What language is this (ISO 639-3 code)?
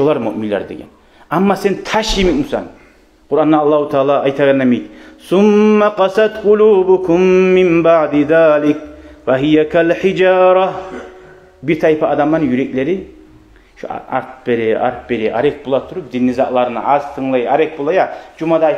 kum